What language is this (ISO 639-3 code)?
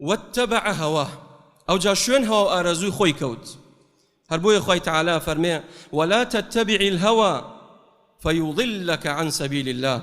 ckb